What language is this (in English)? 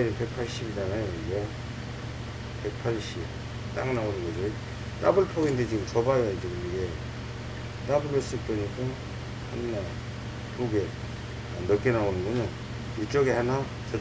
Korean